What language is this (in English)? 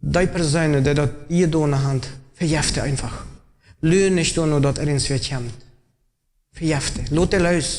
Plautdietsch